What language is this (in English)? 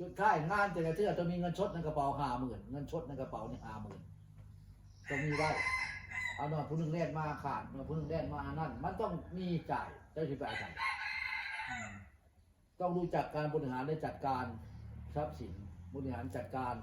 Northeastern Thai